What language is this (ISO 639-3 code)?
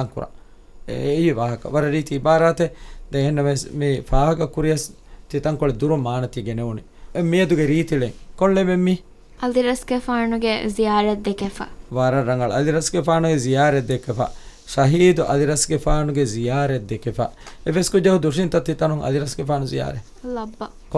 div